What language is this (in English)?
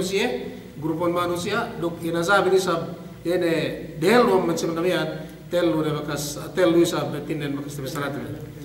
Yakan